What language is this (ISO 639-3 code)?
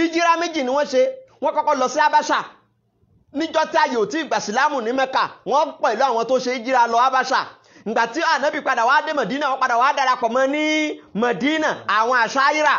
yor